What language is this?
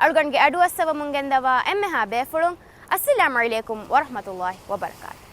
Divehi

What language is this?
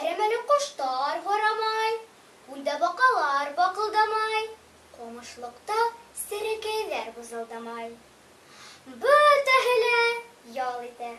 Bashkir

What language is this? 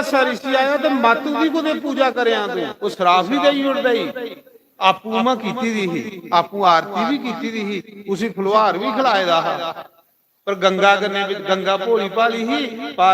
Dogri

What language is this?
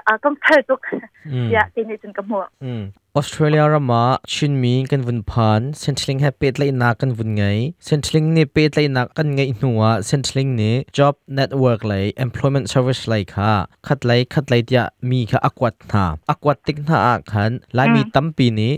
Hakha Chin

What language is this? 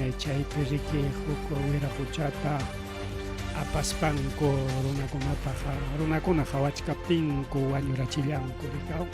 Ayacucho Quechua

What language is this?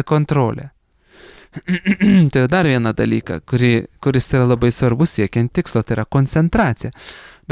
Lithuanian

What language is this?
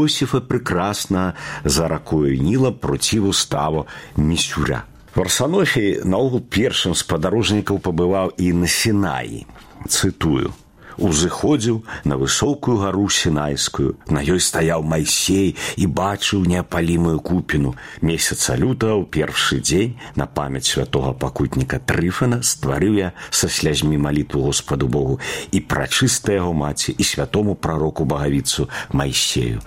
Belarusian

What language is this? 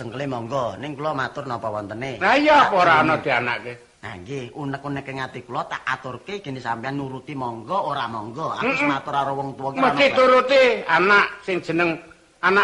Javanese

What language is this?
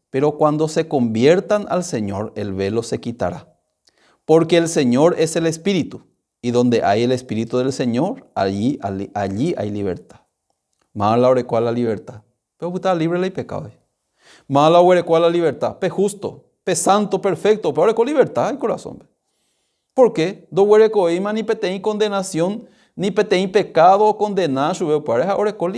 Guarani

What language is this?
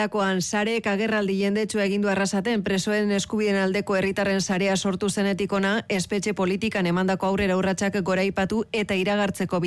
Basque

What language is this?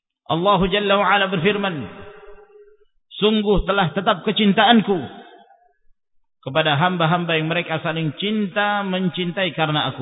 Indonesian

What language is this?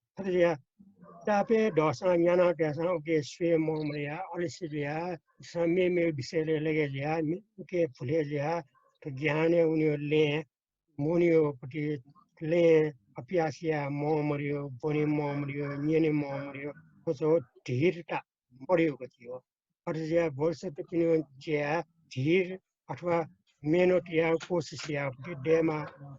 Newari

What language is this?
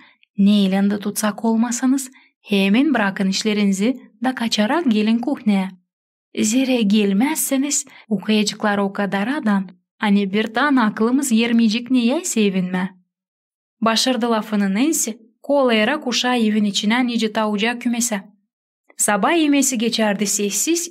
Gagauz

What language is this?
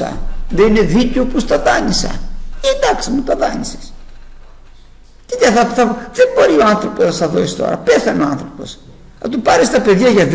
Greek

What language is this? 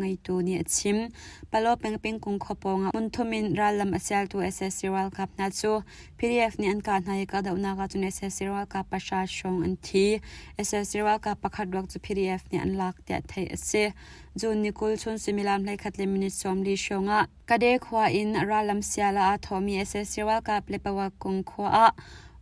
Hakha Chin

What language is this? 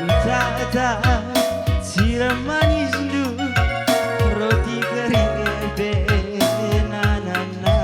Batak Karo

